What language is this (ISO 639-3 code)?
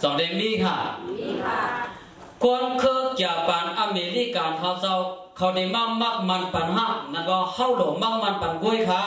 shn